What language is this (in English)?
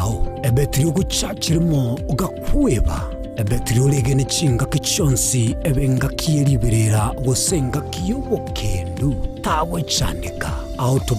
Gusii